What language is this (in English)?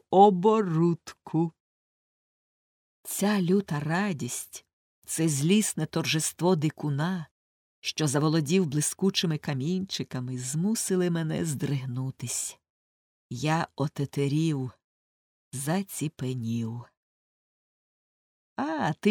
Ukrainian